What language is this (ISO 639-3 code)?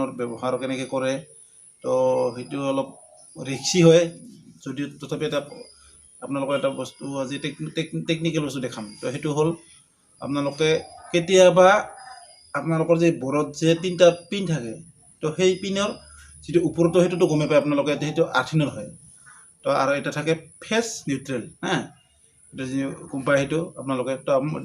asm